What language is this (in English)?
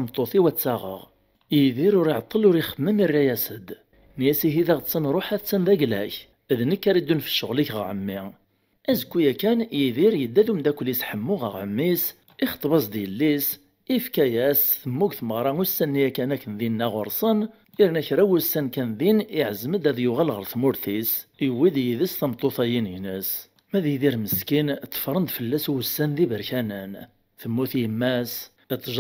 Kabyle